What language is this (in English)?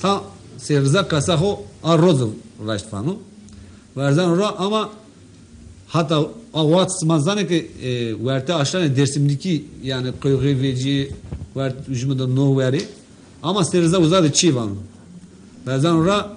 Zaza